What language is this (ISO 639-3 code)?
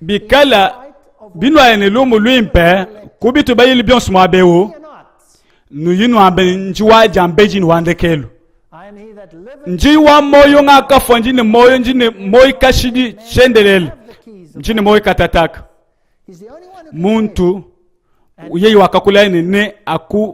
lua